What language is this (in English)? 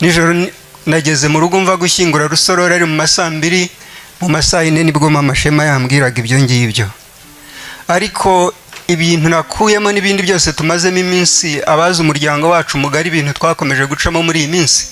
Kinyarwanda